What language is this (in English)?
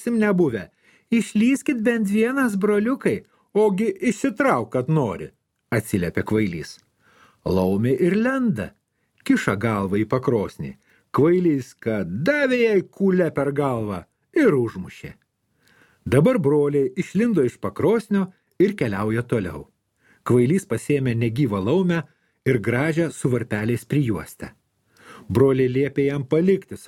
Lithuanian